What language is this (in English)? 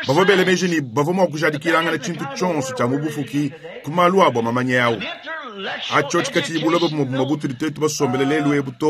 Luba-Lulua